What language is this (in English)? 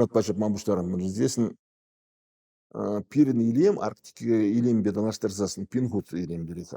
Chuvash